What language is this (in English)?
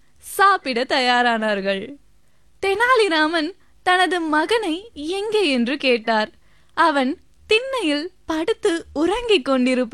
Tamil